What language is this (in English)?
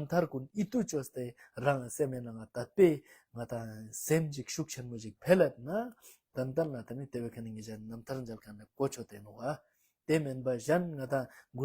Ladakhi